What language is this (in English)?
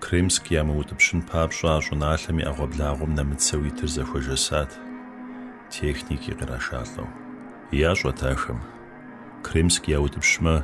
Kabardian